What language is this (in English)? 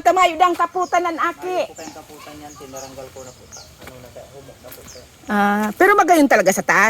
Bikol